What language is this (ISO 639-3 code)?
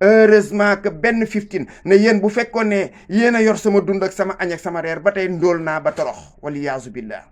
wol